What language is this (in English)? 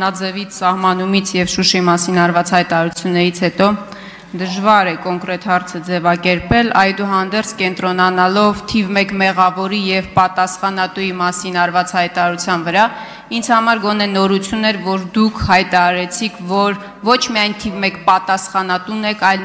Armenian